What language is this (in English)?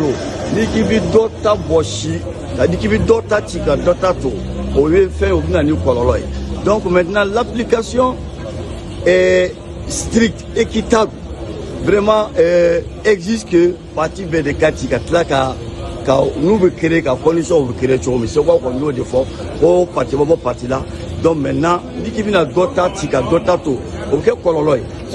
Bambara